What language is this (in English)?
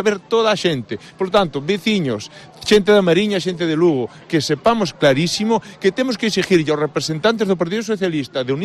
Galician